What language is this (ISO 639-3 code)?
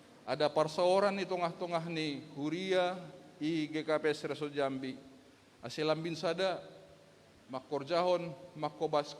bts